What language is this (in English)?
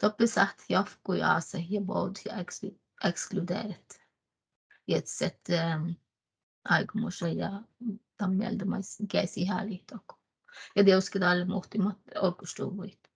Northern Sami